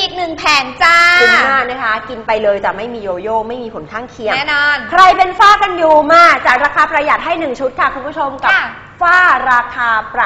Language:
Thai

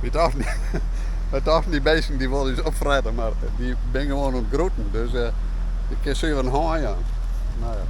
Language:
Western Frisian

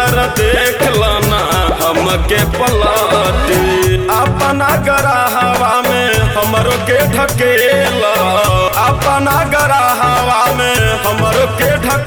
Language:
Bhojpuri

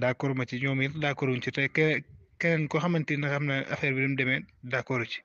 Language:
Wolof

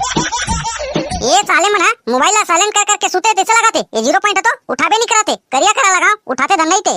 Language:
Chhattisgarhi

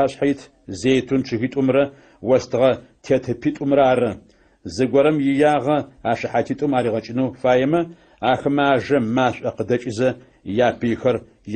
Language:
Adyghe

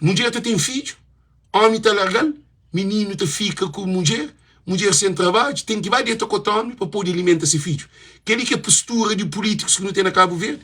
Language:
Kabuverdianu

